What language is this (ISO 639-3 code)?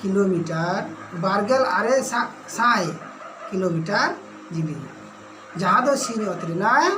sat